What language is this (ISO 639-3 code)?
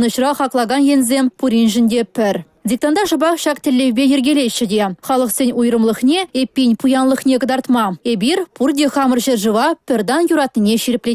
chv